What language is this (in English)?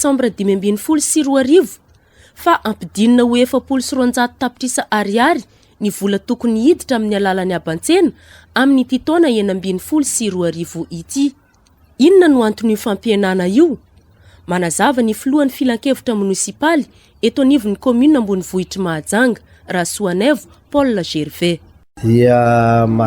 Malagasy